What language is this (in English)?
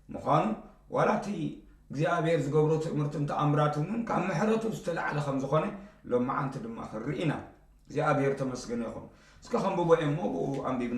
Tigrinya